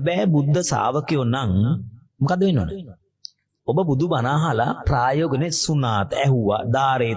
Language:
Sinhala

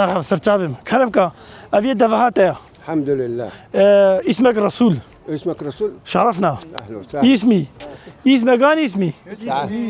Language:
Kurdish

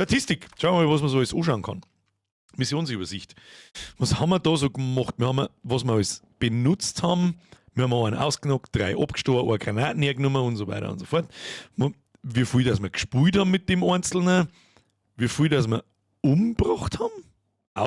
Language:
Bavarian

